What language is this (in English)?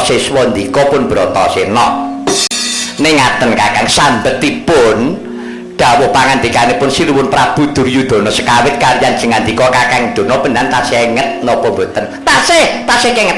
Javanese